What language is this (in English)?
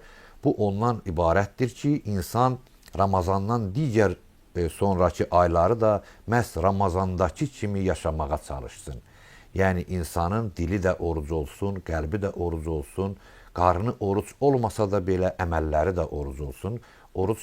Azerbaijani